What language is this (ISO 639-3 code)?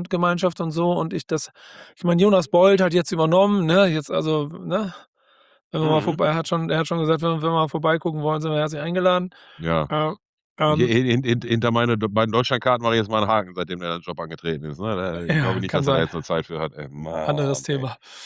deu